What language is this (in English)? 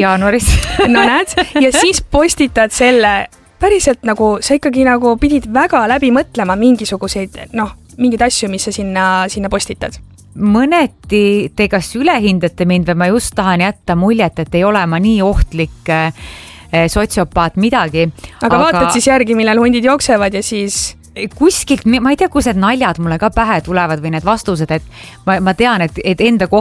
Estonian